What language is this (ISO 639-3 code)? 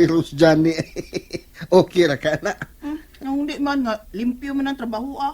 ceb